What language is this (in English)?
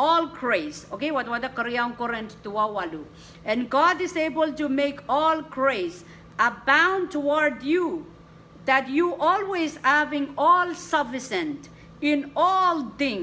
Pohnpeian